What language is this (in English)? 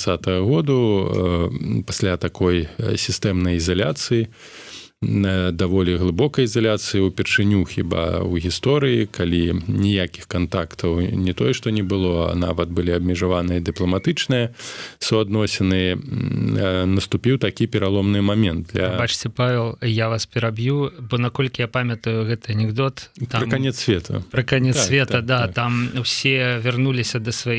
Belarusian